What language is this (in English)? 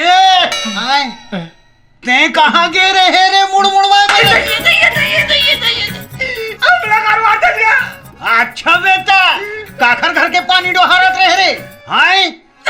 Chhattisgarhi